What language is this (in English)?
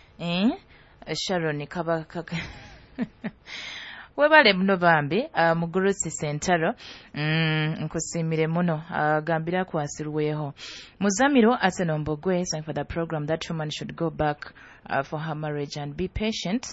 Nyoro